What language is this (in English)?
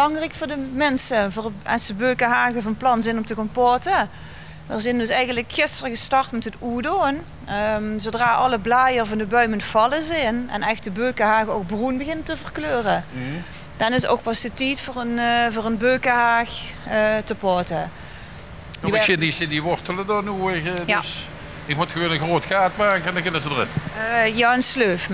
Limburgish